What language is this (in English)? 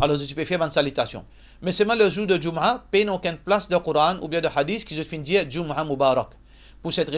Morisyen